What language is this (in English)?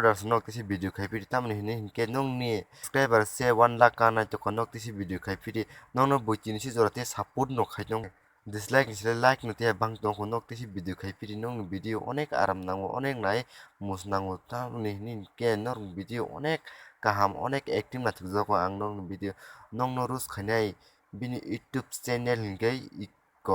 Kok Borok